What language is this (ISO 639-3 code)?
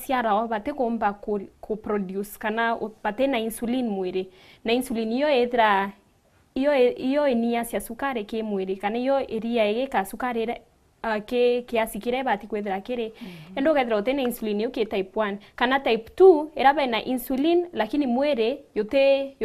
mer